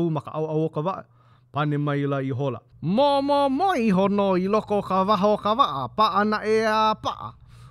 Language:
Hawaiian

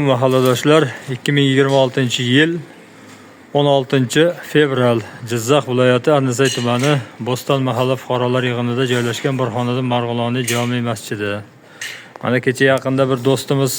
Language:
Uzbek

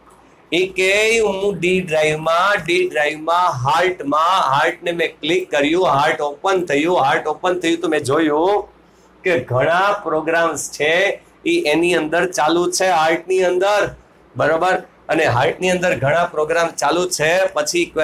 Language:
Gujarati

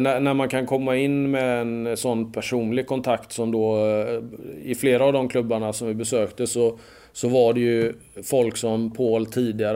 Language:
Swedish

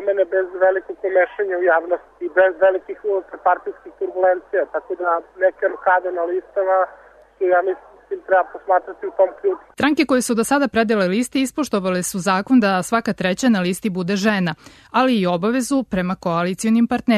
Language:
Serbian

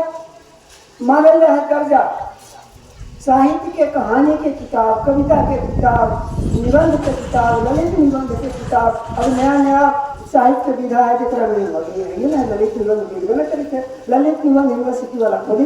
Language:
Magahi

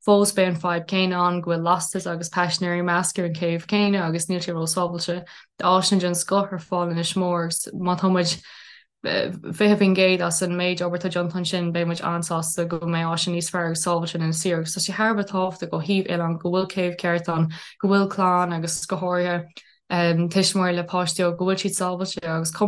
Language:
Irish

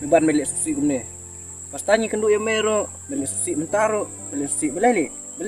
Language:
Khasi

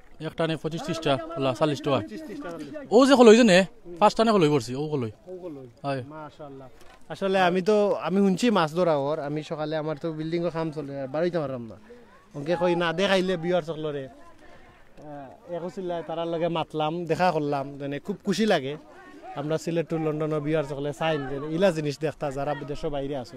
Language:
Sylheti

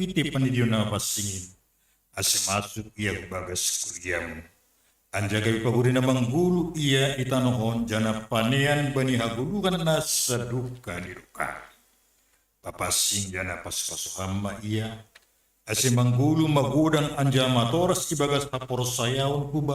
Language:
Batak Simalungun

